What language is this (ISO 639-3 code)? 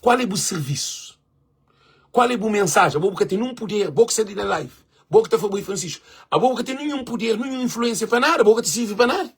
kea